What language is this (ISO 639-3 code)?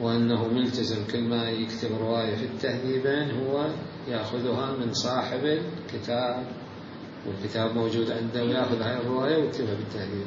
acm